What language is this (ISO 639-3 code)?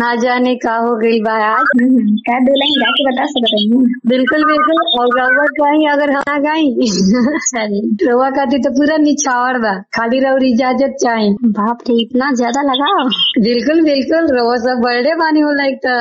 bho